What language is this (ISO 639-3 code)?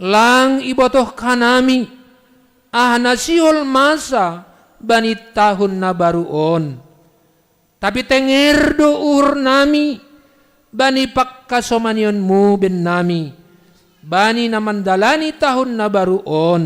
bts